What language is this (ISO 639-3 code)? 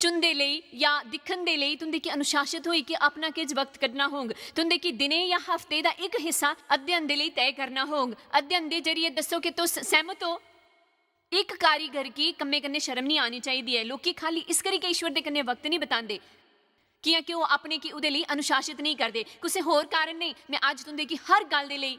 doi